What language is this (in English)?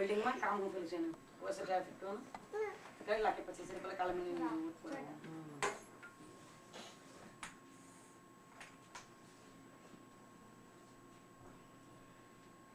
Gujarati